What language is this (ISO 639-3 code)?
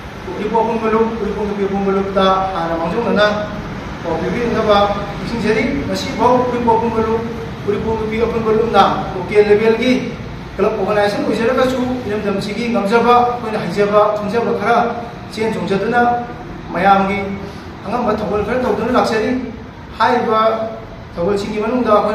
mni